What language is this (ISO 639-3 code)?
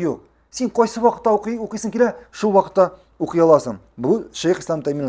tat